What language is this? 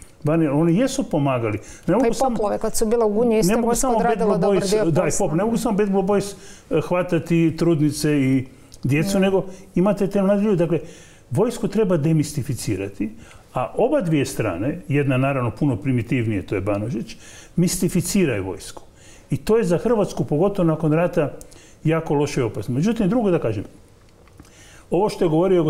Croatian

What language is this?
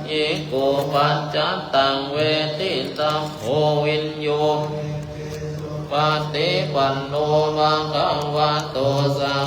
Pali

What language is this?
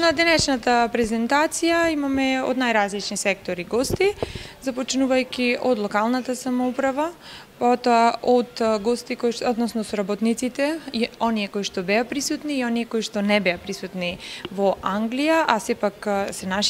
Macedonian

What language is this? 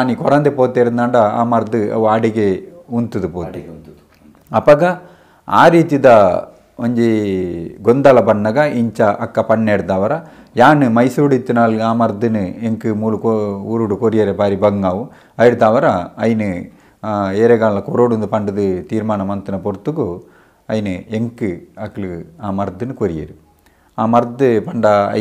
Tulu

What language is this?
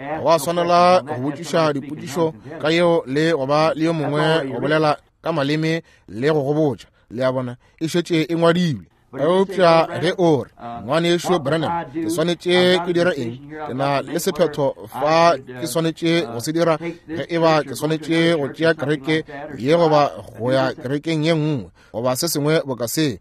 Northern Sotho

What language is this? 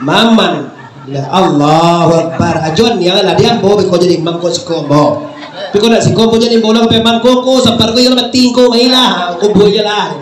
Minangkabau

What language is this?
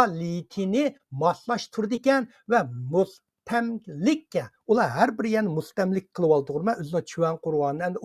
Uyghur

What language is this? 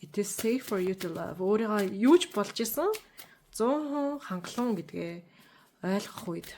Mongolian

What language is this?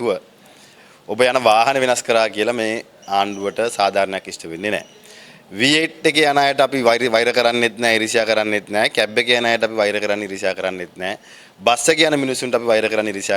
Sinhala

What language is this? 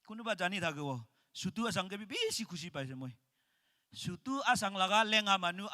Naga Pidgin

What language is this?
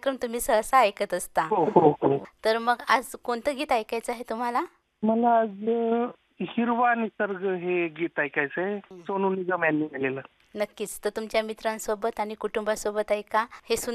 Marathi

